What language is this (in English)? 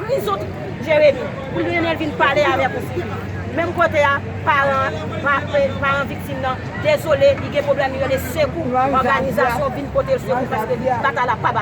Haitian Creole